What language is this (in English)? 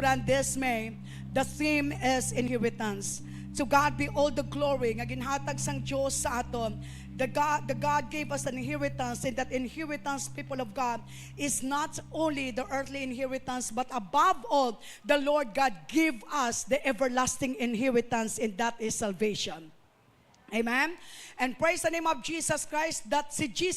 Hiligaynon